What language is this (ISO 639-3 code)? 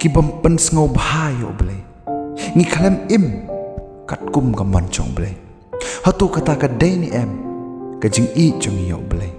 kha